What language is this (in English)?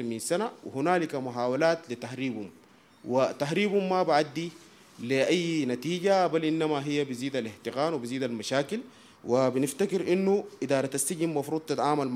Sudanese Arabic